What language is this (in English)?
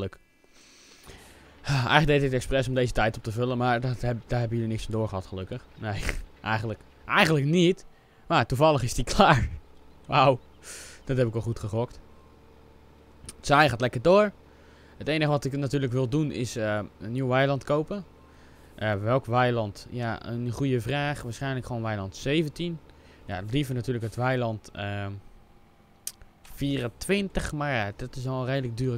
Dutch